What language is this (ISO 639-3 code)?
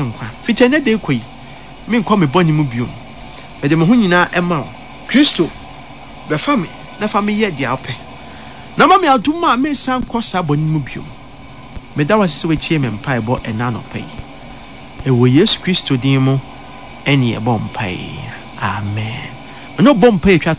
aka